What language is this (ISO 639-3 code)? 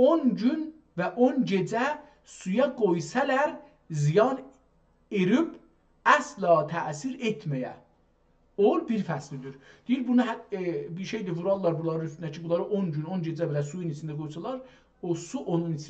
azb